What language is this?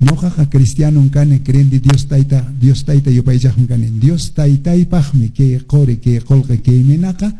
Quechua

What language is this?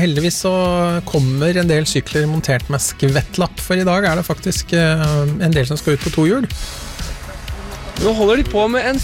Norwegian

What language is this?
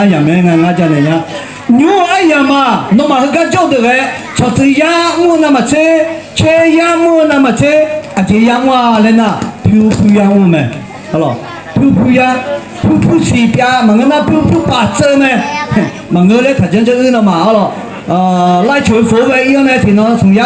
Akha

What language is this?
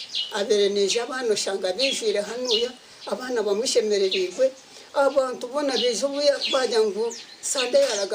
Nyankole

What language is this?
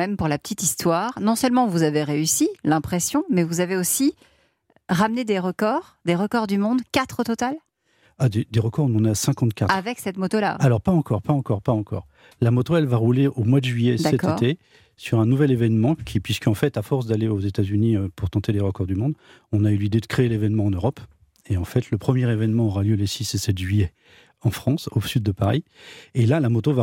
French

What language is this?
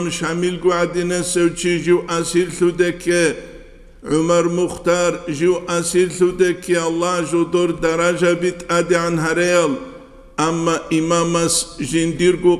Avaric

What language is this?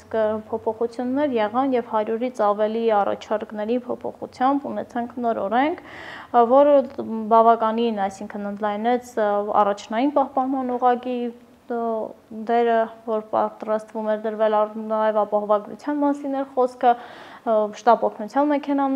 Armenian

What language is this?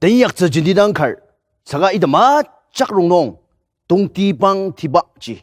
Ao Naga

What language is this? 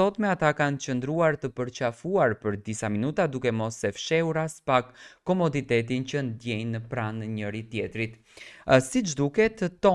Albanian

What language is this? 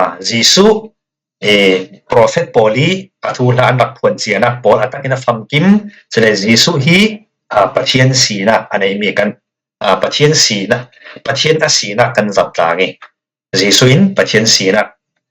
Falam Chin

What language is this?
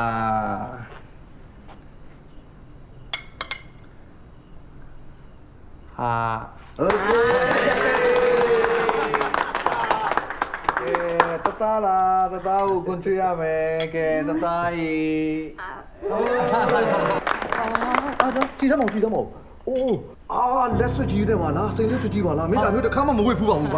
Burmese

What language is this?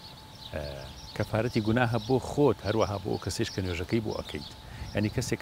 Central Kurdish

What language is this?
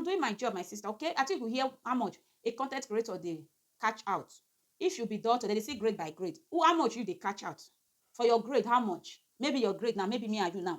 Nigerian Pidgin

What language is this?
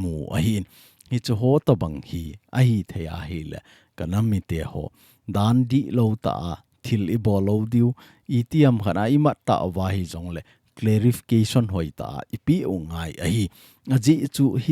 Thado Chin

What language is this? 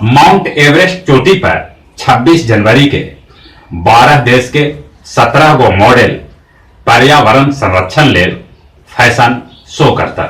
Magahi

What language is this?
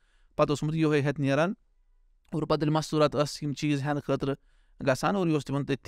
Kashmiri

